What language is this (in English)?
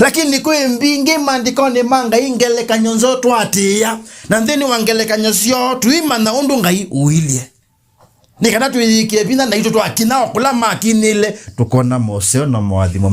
Kamba